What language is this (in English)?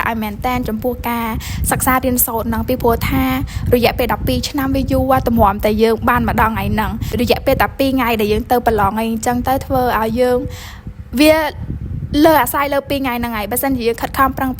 Khmer